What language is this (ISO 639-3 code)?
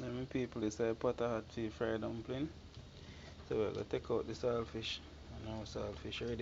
jam